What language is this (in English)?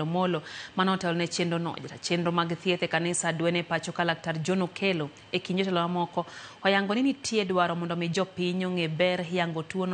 Luo (Kenya and Tanzania)